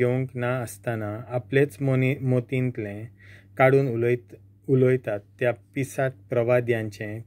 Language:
Konkani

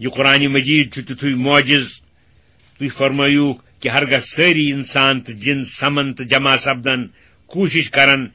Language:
Kashmiri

